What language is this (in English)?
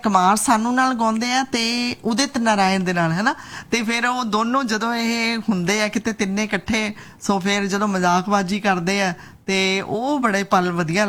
Punjabi